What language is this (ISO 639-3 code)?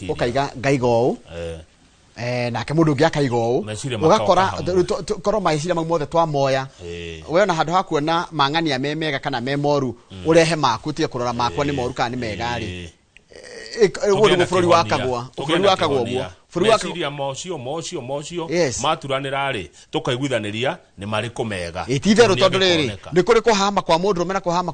kik